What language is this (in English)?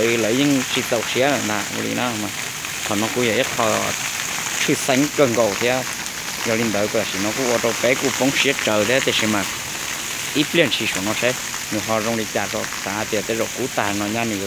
Hmong